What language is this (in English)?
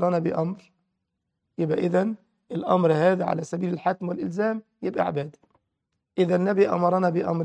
Egyptian Arabic